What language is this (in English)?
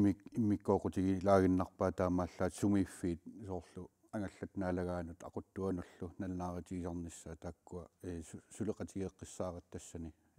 Kalaallisut